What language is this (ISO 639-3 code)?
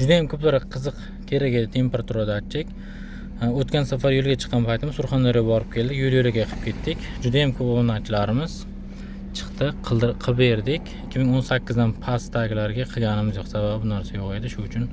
uzb